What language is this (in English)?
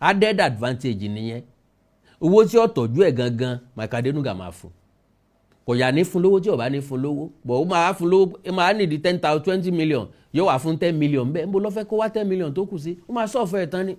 Yoruba